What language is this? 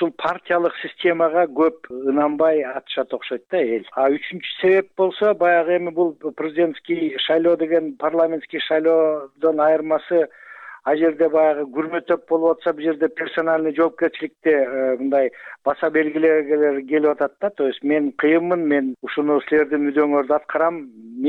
Kyrgyz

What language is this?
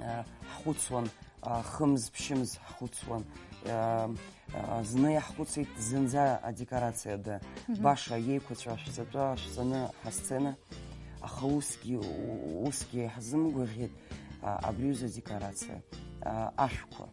Abkhazian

